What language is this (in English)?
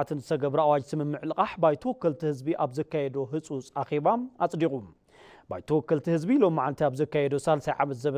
Tigrinya